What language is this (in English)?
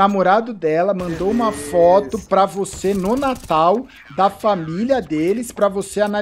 Portuguese